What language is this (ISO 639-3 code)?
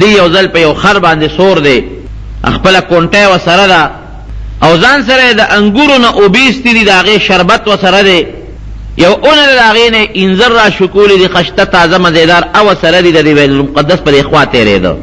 pus